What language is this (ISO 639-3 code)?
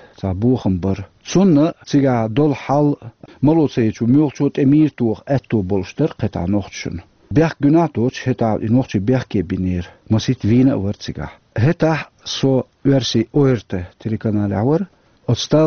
che